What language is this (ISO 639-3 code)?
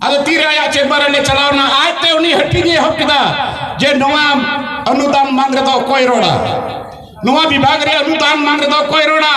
sat